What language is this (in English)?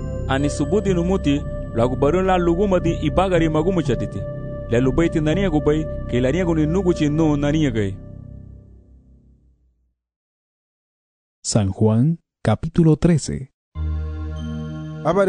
Garifuna